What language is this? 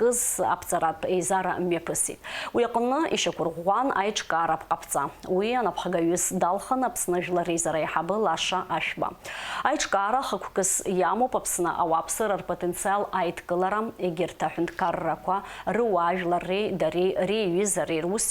Abkhazian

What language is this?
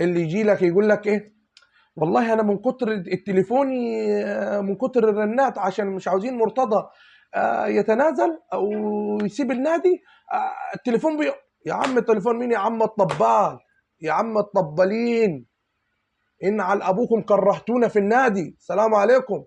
Egyptian Arabic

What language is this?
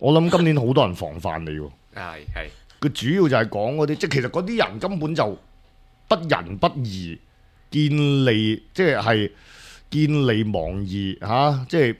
Cantonese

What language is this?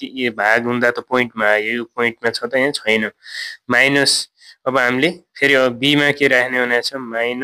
Nepali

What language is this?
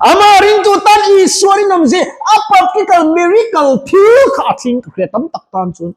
Mizo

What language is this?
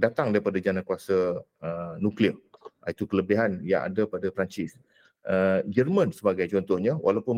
Malay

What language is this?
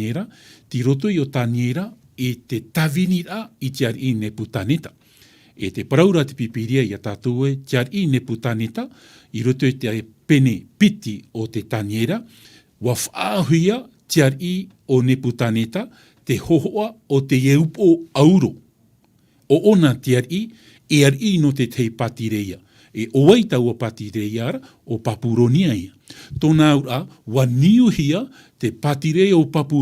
Tahitian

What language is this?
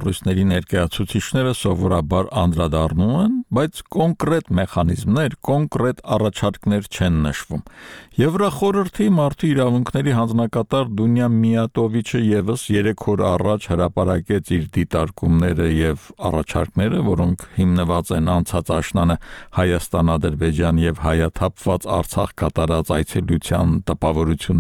Armenian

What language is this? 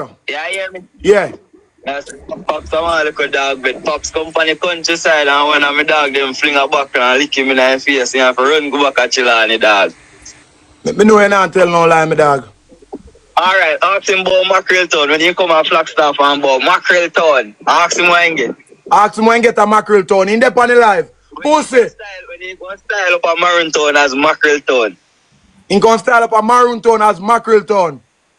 Jamaican Creole English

